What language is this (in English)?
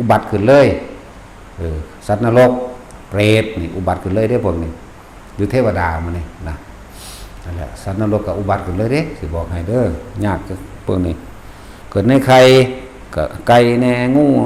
Northeastern Thai